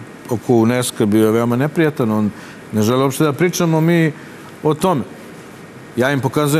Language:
Serbian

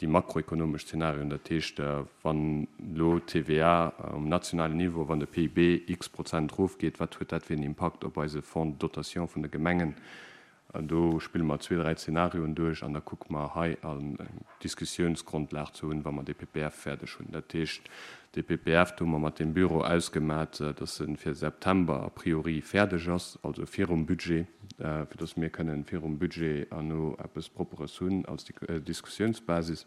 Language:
Luxembourgish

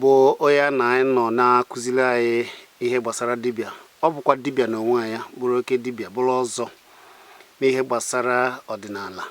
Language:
Igbo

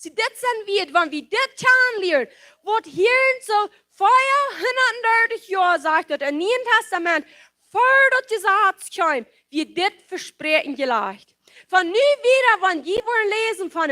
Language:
Plautdietsch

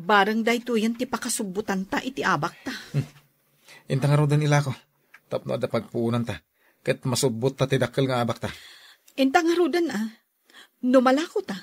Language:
Iloko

